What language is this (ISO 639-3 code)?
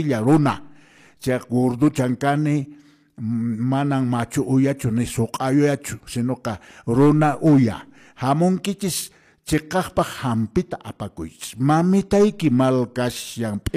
que